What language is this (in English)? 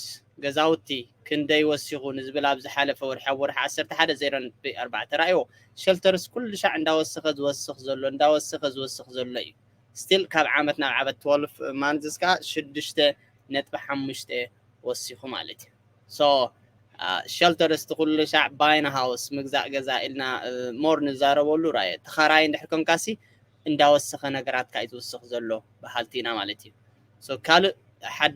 Tigrinya